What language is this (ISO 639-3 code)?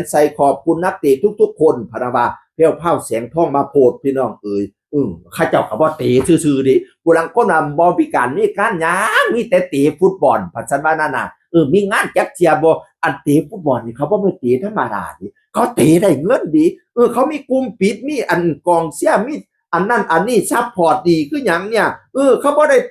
tts